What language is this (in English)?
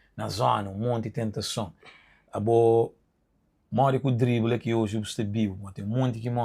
Kabuverdianu